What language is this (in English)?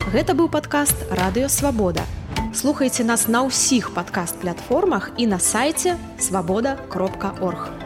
Belarusian